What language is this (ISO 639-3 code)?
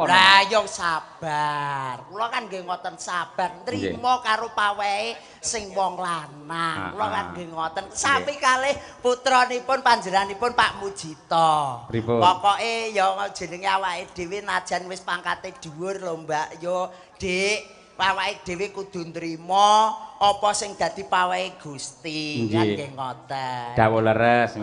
jav